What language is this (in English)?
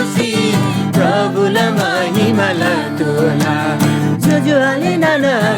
Eastern Tamang